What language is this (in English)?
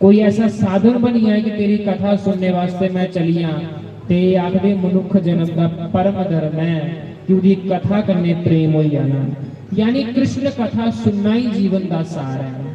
Dogri